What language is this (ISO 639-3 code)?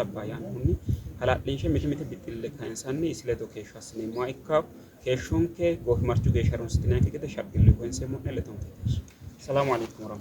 sid